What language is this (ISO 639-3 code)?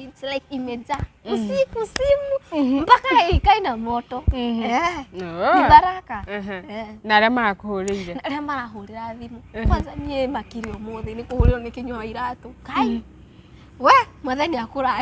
kik